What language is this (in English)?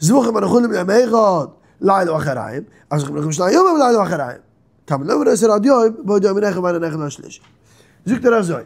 Yiddish